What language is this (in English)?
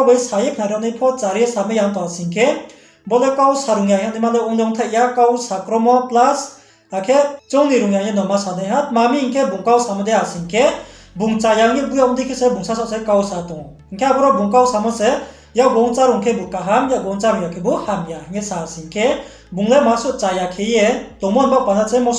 Riang (India)